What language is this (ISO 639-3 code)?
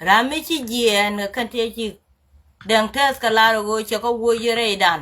nus